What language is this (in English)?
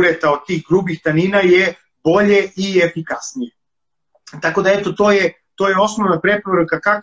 Serbian